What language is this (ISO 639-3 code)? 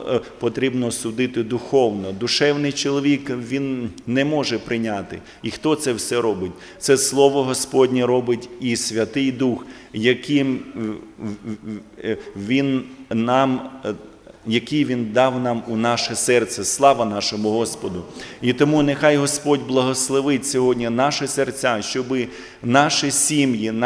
ukr